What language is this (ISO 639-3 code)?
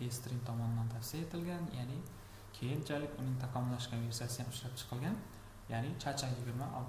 uzb